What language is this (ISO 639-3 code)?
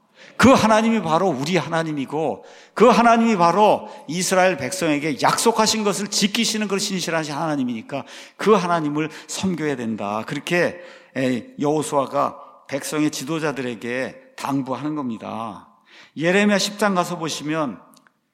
kor